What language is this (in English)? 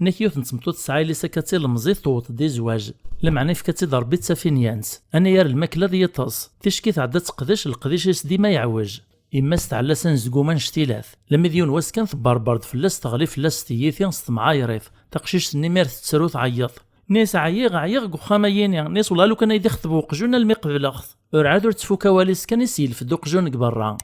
Kabyle